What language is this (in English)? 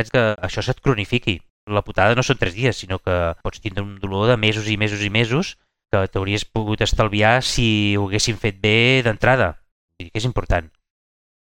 Catalan